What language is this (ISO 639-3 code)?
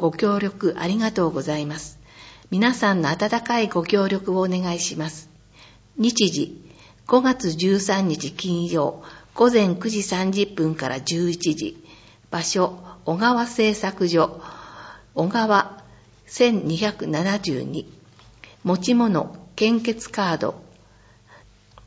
jpn